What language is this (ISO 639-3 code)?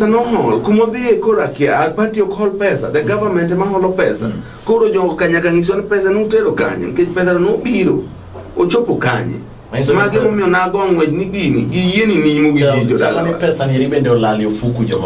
luo